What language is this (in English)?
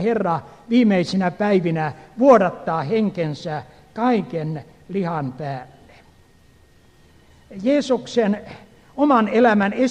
Finnish